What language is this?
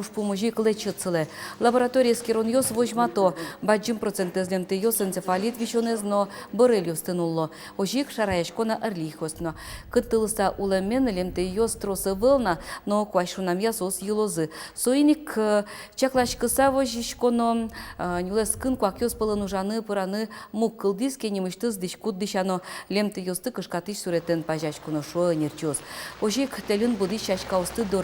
Udmurt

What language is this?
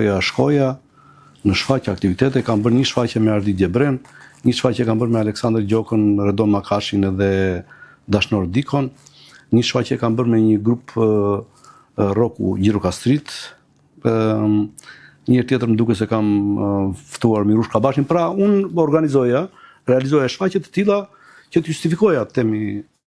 Albanian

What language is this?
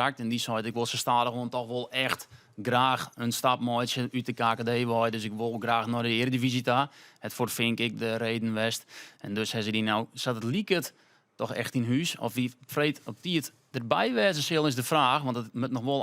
Western Frisian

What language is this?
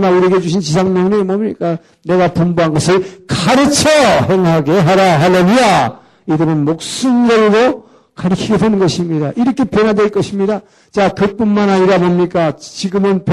Korean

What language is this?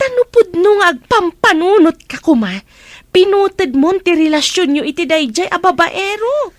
Iloko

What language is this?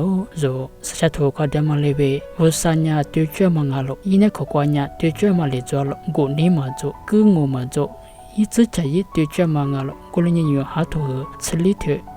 Lisu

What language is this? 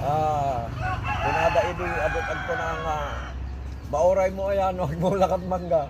Iloko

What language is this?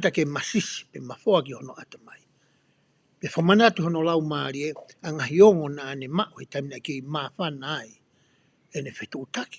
Tongan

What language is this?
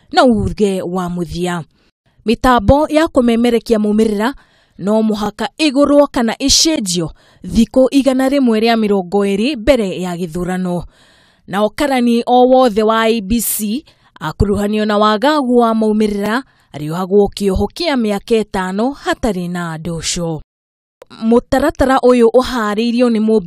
Kikuyu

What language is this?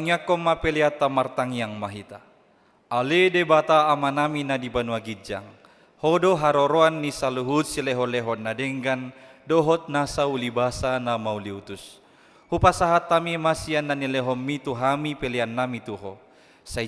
Batak Toba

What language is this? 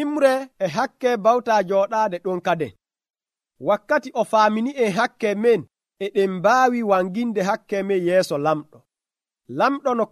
Nigerian Fulfulde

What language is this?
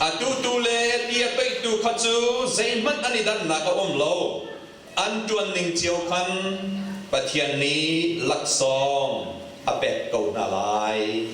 Hakha Chin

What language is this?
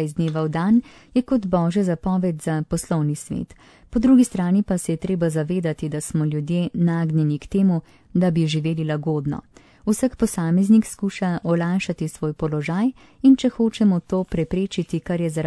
Slovenian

